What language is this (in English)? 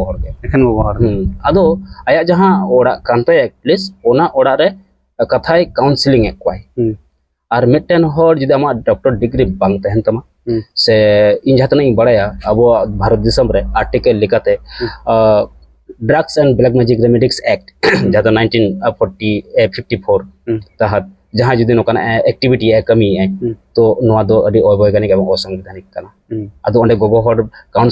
Santali